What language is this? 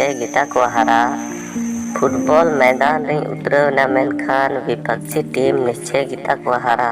Santali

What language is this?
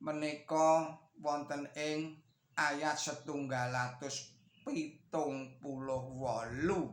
Javanese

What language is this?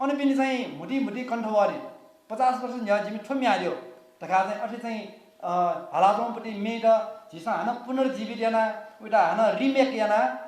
Newari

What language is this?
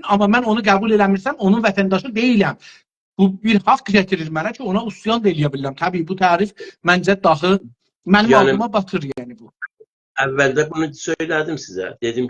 South Azerbaijani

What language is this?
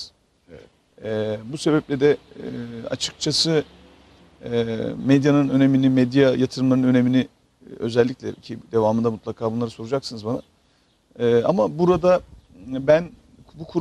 Turkish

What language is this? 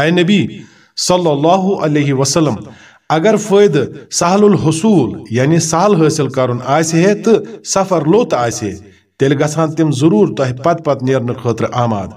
Kashmiri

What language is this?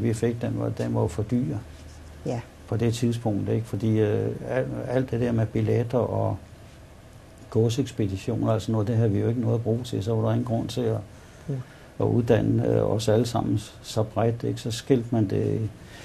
Danish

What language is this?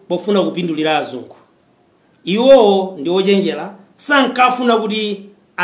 Nyanja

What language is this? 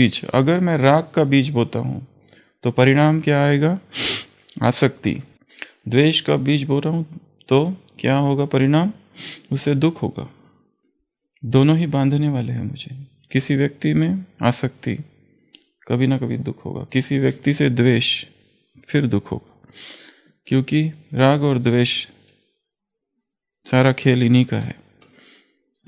Hindi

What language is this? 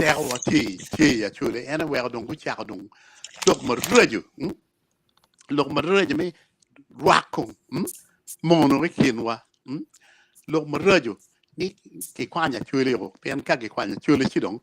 Acoli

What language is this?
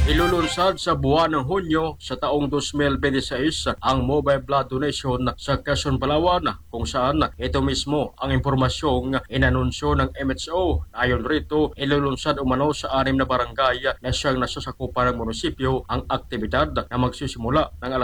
Filipino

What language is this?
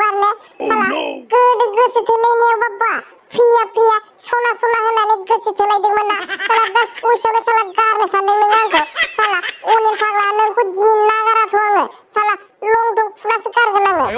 Bodo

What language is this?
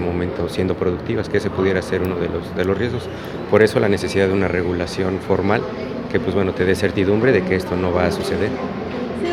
Spanish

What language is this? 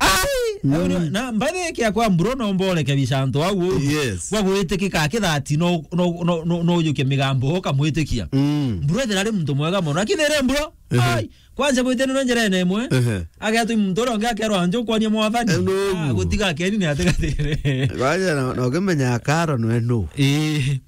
Meru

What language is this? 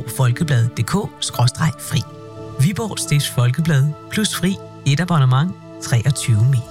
Danish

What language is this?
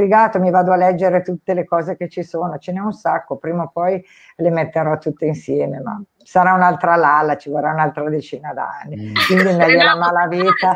Italian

